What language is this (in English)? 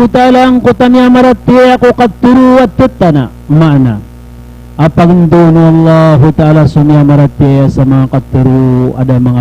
Maranao